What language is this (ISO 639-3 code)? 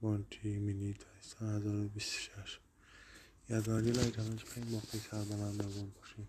tgk